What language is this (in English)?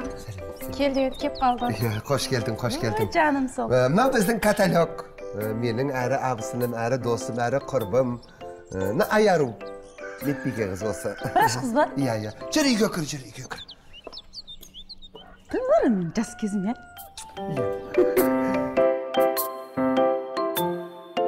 Kazakh